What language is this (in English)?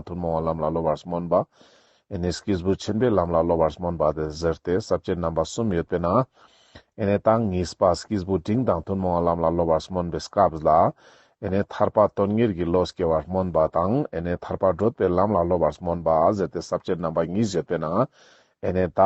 Ladakhi